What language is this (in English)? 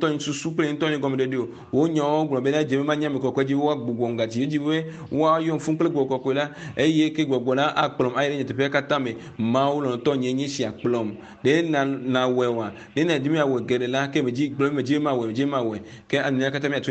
Ewe